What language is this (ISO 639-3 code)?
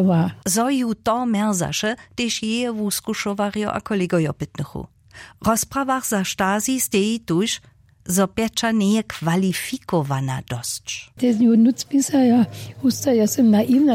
hsb